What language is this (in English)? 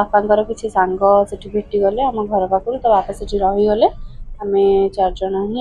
Odia